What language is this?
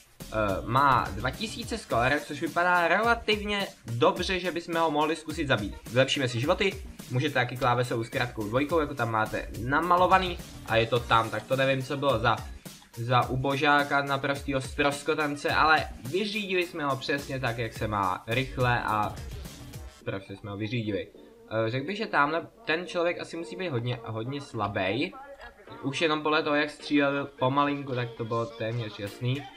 Czech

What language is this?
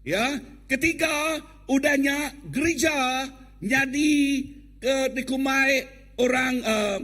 Iban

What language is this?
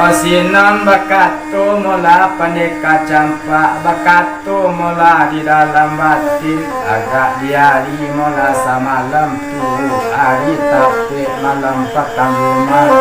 Minangkabau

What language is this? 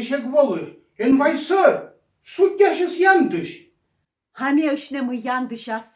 Komi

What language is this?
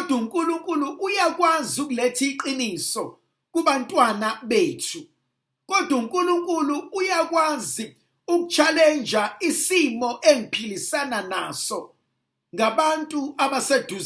Zulu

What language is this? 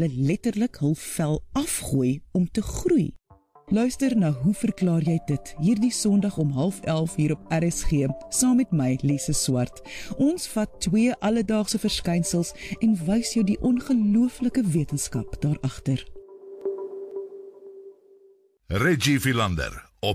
Afrikaans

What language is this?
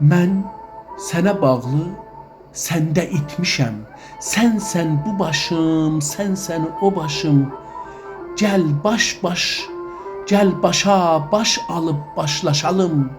South Azerbaijani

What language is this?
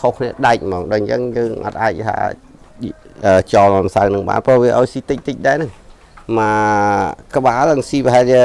Khmer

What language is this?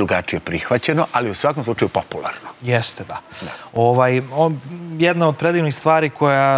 Serbian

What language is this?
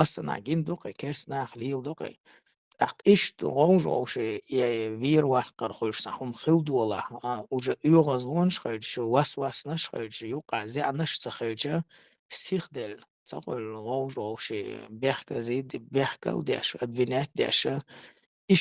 Chechen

